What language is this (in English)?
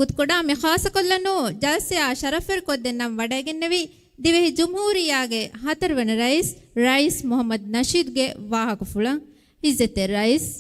Divehi